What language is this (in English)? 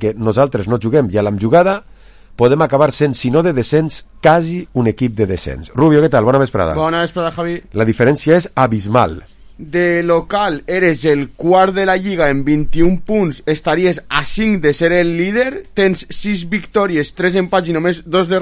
Catalan